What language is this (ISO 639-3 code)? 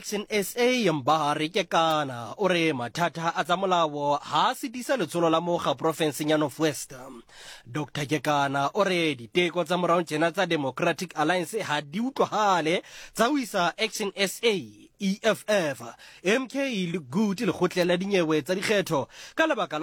sot